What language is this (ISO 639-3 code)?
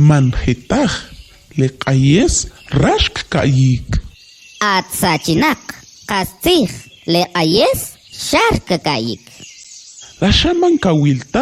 quc